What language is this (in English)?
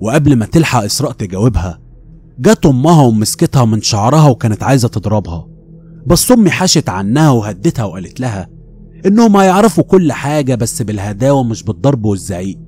Egyptian Arabic